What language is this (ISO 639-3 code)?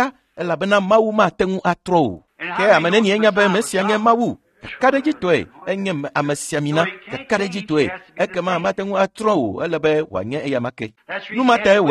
ewe